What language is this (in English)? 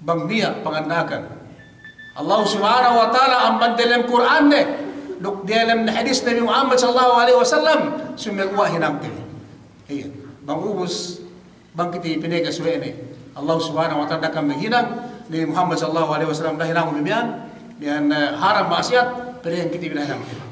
Yakan